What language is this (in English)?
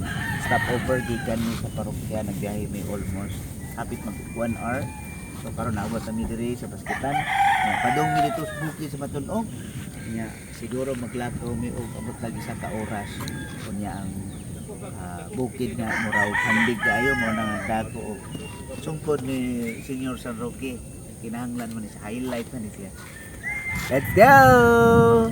Cebuano